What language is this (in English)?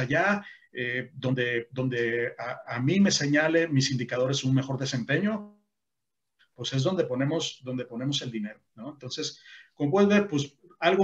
Spanish